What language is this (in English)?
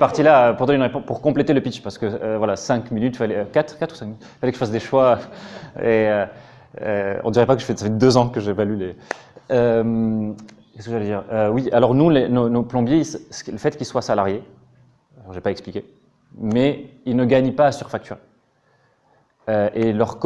French